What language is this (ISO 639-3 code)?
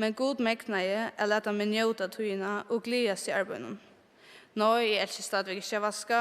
fao